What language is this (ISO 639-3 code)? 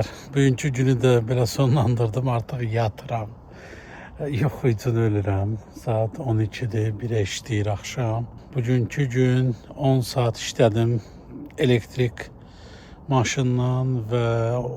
aze